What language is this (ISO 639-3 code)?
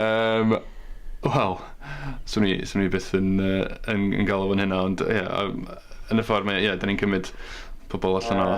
cym